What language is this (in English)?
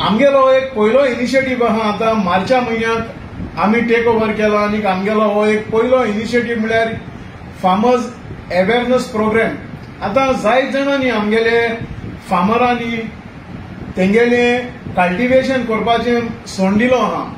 Konkani